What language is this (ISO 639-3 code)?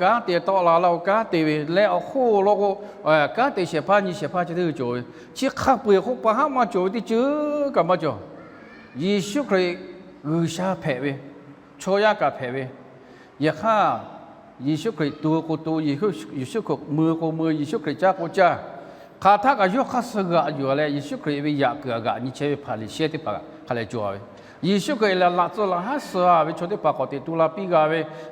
lhu